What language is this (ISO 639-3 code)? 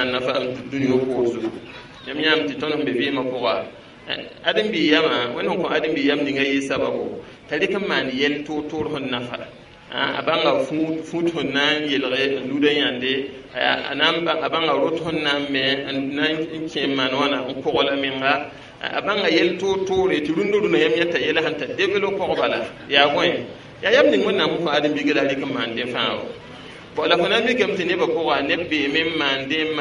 mos